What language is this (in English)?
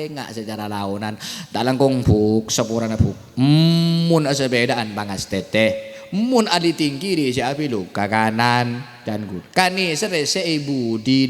Madurese